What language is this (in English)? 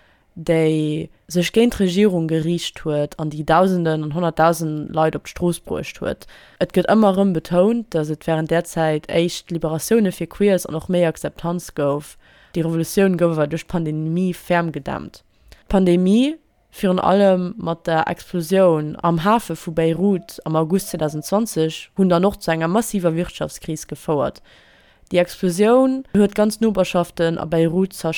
Luxembourgish